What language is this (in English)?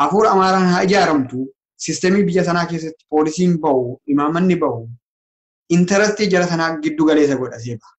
Oromo